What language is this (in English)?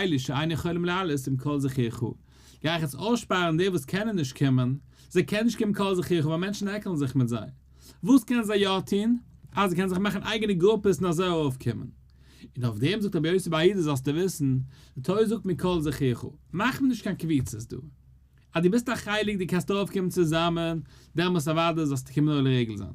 Yiddish